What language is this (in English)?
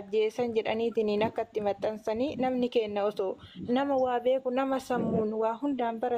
Oromo